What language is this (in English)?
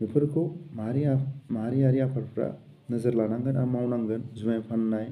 Bodo